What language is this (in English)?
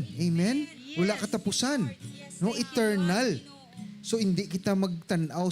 Hiligaynon